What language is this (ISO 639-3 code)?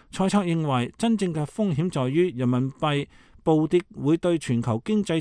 yue